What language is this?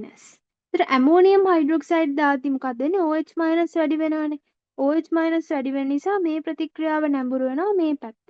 Sinhala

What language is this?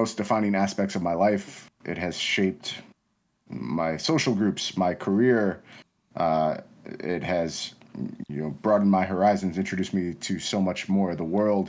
English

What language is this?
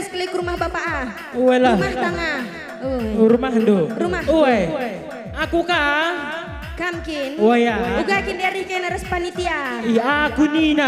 Batak Karo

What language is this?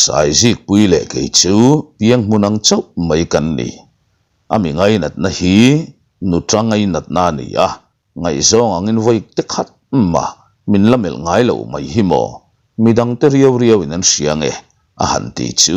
Mizo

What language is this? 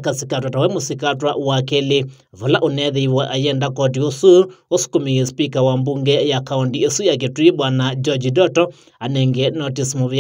Kamba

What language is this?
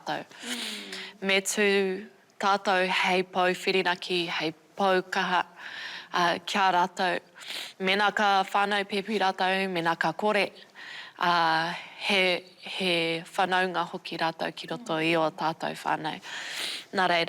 Māori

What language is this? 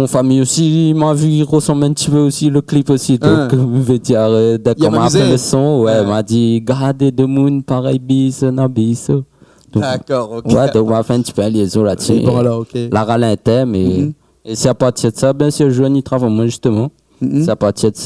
Réunion Creole French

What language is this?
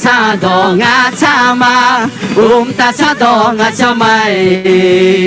Akha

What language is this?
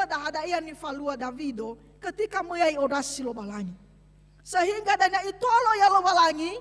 Nias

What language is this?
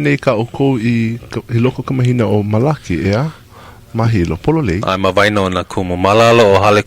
Hawaiian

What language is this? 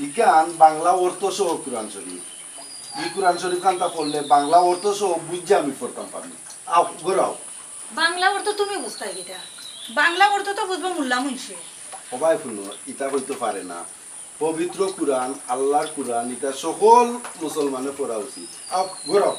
Sylheti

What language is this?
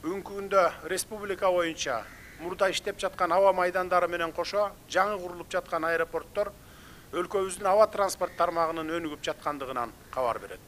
Kyrgyz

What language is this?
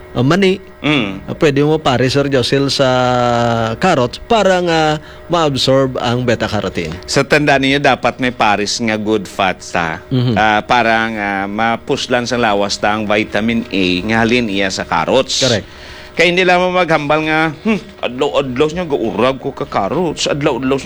Hiligaynon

